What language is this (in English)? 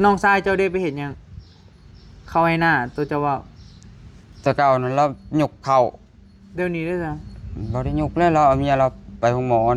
Northeastern Thai